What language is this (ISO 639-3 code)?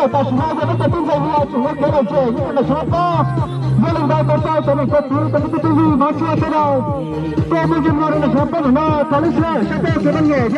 hmn